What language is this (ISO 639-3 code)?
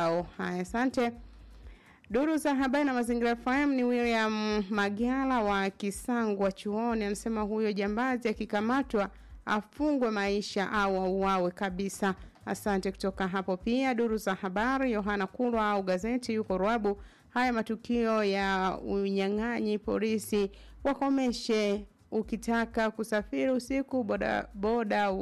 swa